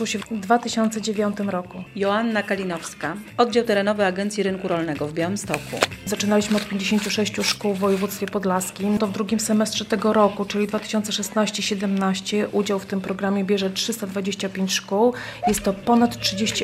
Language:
Polish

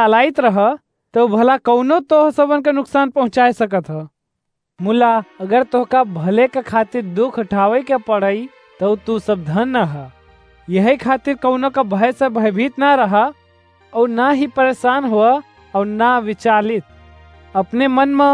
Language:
Awadhi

